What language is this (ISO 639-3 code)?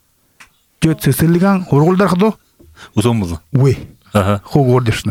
bua